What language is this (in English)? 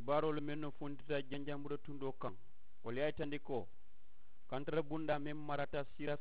Mandingo